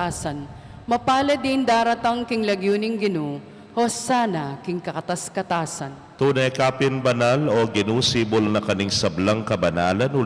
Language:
Pampanga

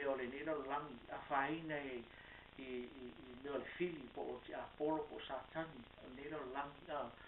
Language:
Samoan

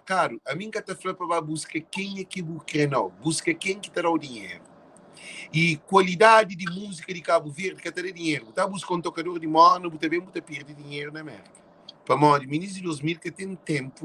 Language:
Kabuverdianu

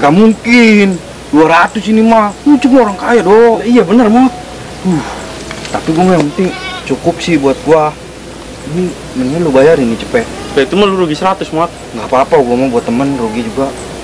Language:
Betawi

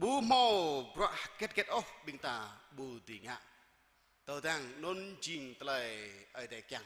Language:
Jarai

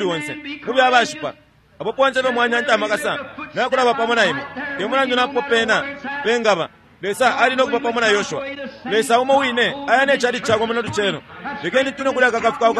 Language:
Bemba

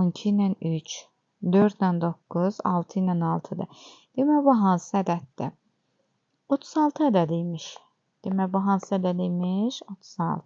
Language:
Azerbaijani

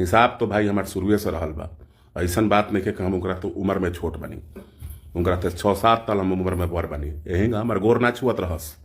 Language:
Bhojpuri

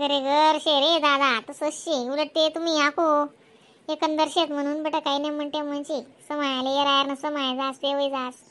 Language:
Khandesi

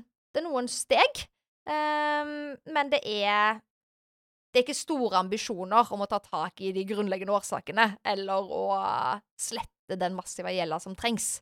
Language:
Norwegian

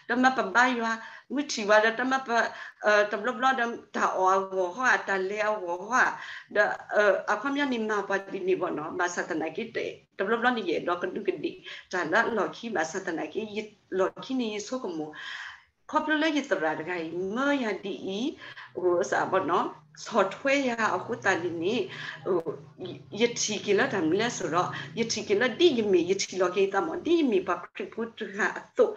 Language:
S'gaw Karen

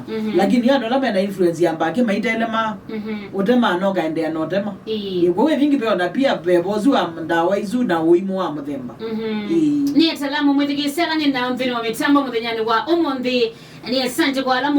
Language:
Kamba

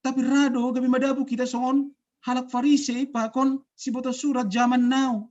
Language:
Batak Simalungun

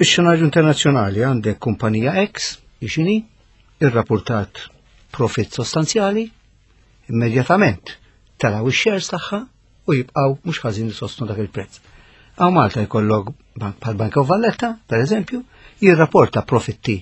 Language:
Maltese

